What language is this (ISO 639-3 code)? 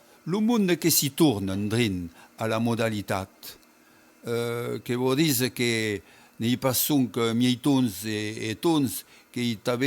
oci